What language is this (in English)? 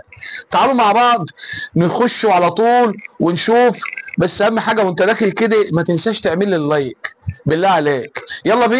Egyptian Arabic